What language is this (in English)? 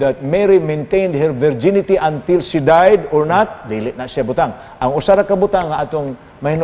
Cebuano